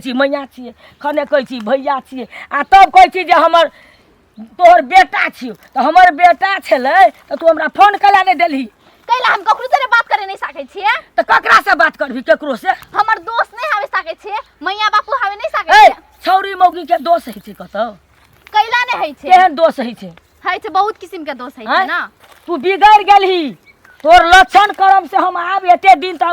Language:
Maithili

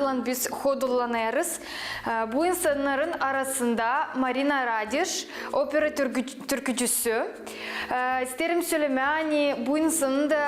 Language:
Gagauz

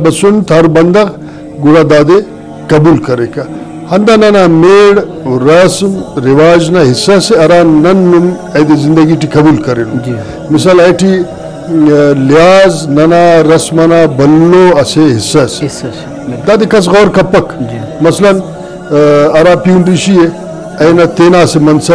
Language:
Brahui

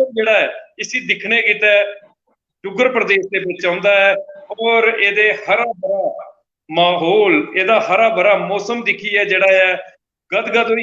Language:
Dogri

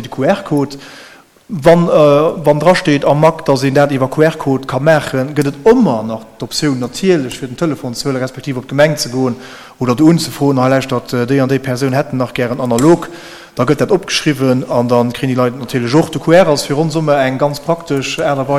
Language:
Luxembourgish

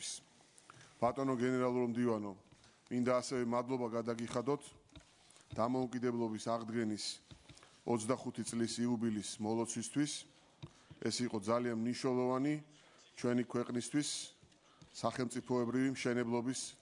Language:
Georgian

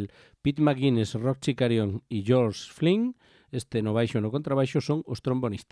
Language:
Galician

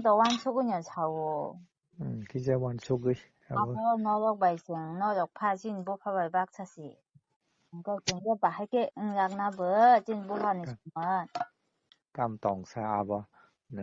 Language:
Kok Borok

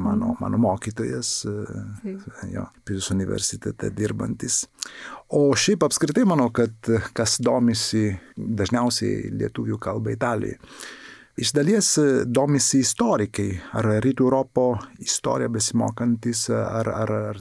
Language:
Lithuanian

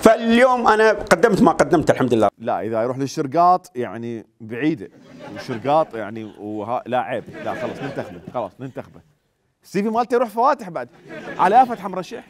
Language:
Mesopotamian Arabic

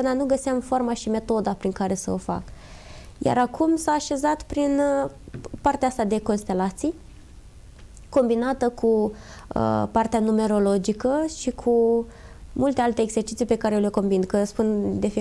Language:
Romanian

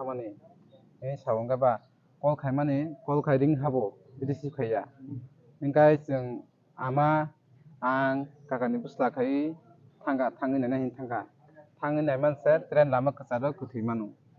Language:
Kok Borok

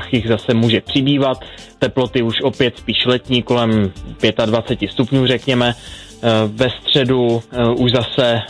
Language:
Czech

